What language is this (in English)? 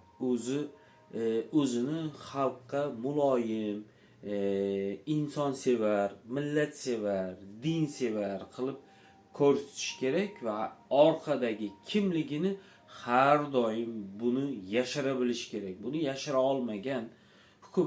Uzbek